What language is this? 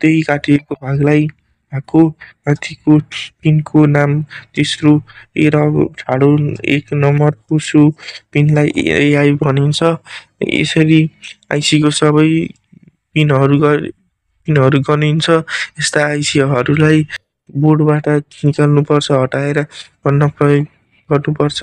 Nepali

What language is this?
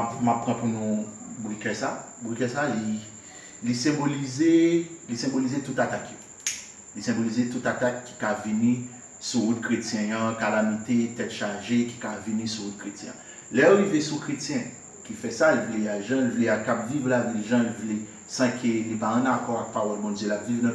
Haitian Creole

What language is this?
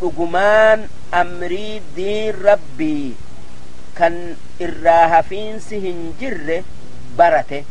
Oromo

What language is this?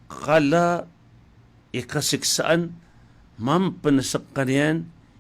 Maranao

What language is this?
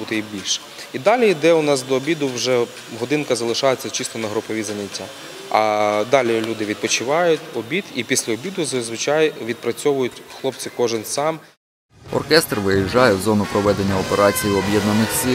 Ukrainian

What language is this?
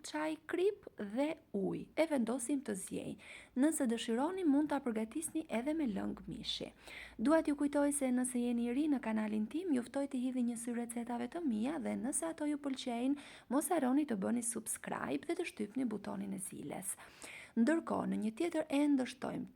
Albanian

